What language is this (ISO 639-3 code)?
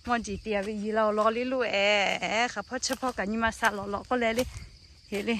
lhu